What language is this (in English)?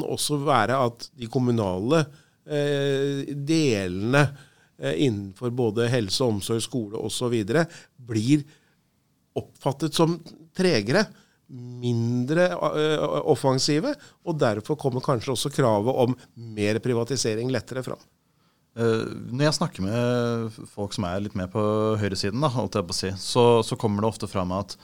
Norwegian